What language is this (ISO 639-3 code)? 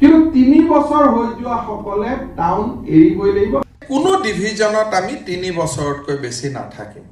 asm